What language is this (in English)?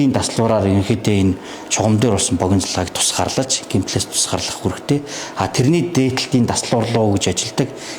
Mongolian